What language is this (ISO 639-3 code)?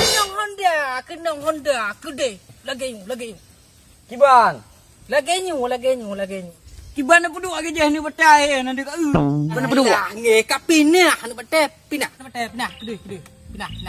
ace